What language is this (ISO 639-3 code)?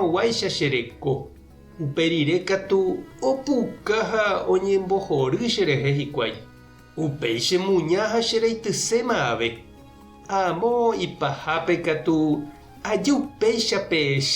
grn